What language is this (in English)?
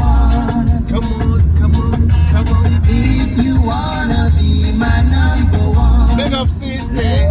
Jamaican Creole English